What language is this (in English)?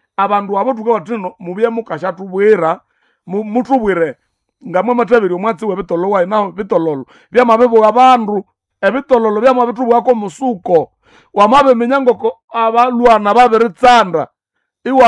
Nande